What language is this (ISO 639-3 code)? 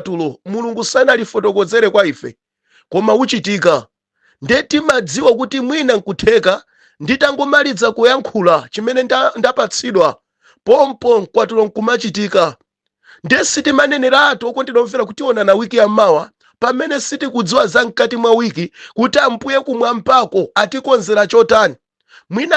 nya